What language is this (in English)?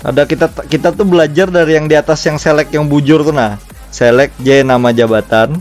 Banjar